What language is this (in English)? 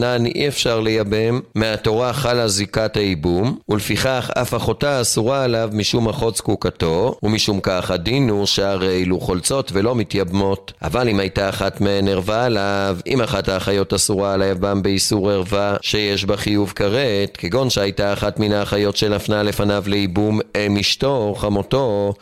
Hebrew